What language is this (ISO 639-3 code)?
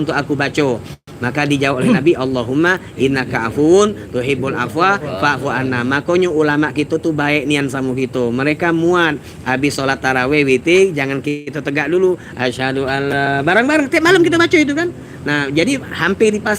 mui